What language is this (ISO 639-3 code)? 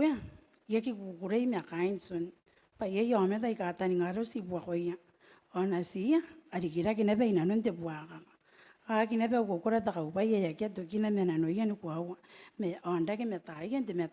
gil